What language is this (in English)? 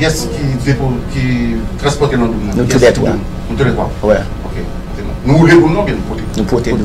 Haitian Creole